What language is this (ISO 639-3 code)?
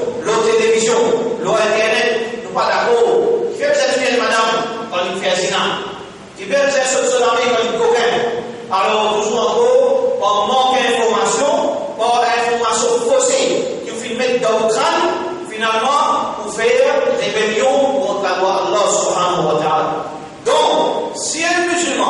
mfe